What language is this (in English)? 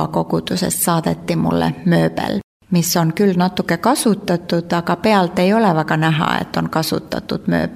Estonian